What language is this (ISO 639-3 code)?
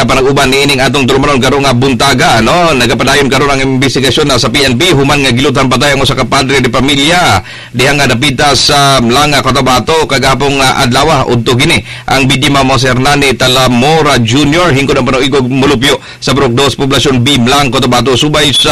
ceb